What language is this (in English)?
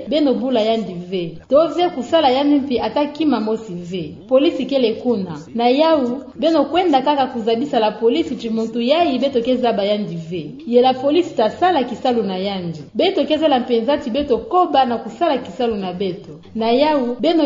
Kituba (Democratic Republic of Congo)